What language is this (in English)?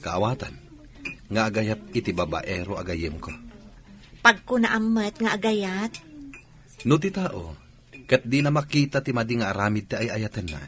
Iloko